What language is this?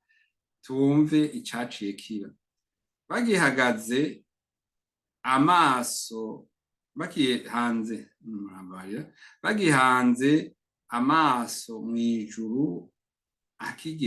Rundi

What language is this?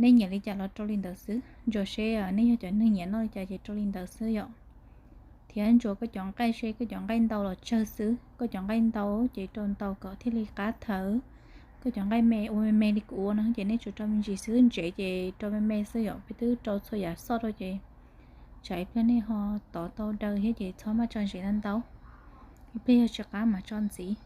Hmong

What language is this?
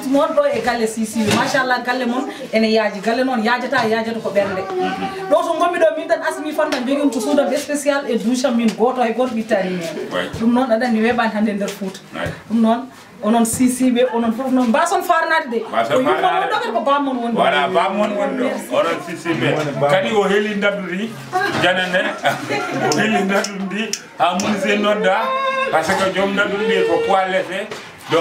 Fula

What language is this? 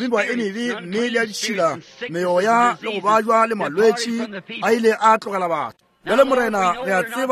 Northern Sotho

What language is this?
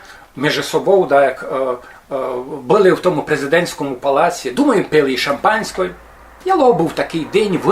Rusyn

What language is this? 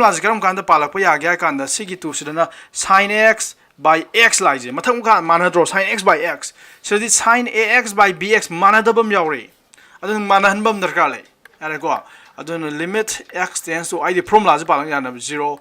Manipuri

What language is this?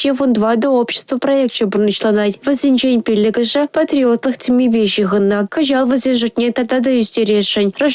Chuvash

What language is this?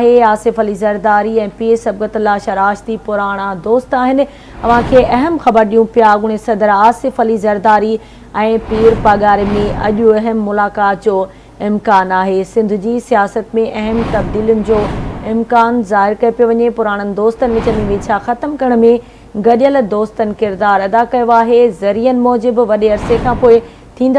Sindhi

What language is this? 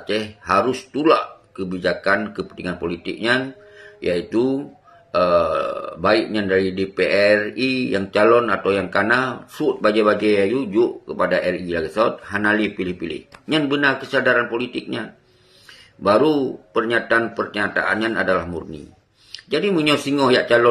Achinese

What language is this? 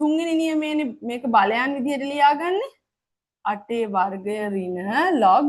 Sinhala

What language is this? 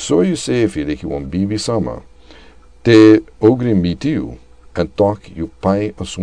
Sranan Tongo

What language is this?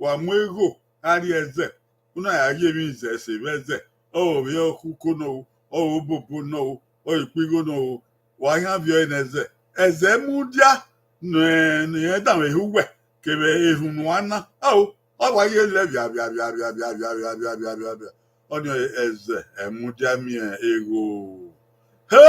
Bini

